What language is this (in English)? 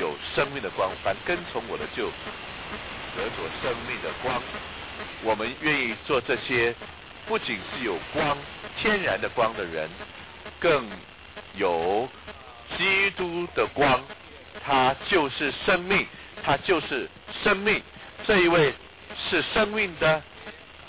Chinese